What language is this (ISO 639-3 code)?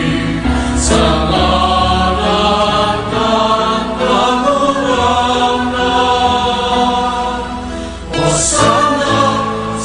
bik